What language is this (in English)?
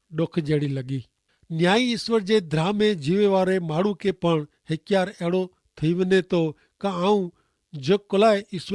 Kachhi